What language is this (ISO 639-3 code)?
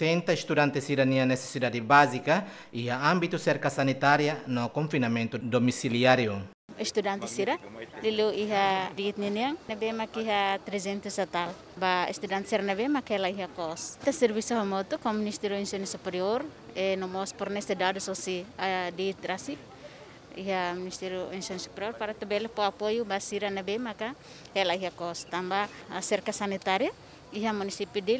tet